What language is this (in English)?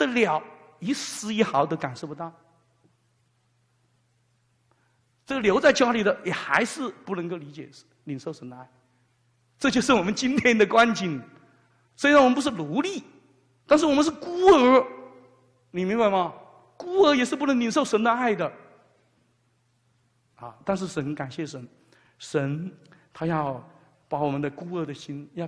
Chinese